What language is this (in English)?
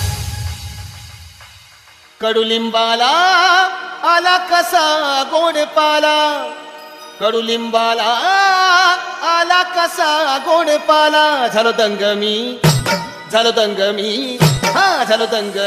Marathi